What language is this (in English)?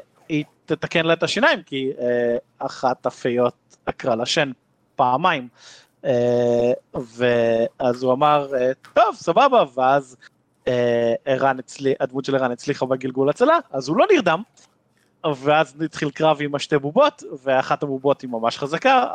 Hebrew